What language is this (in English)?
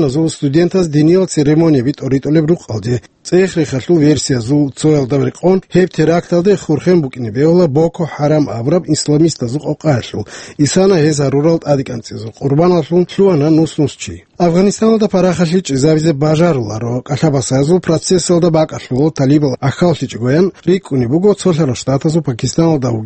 Avaric